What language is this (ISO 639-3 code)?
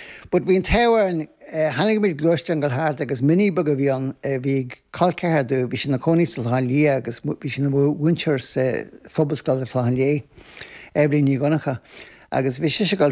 gle